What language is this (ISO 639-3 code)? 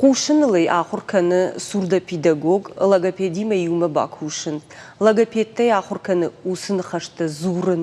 oss